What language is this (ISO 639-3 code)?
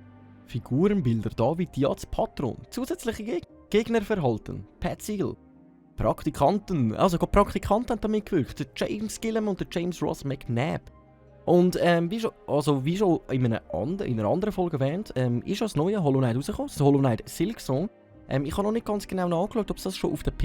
gsw